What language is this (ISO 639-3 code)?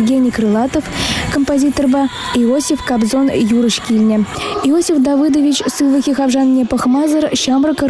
chv